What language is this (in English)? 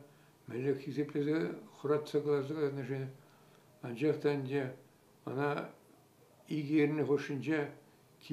Chuvash